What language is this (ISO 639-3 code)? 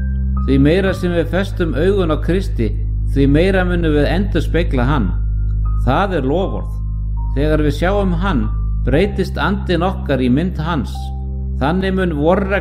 isl